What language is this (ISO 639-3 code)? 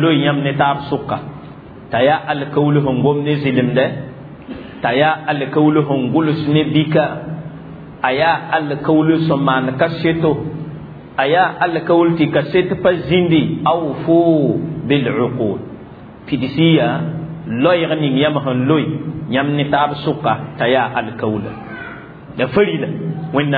mos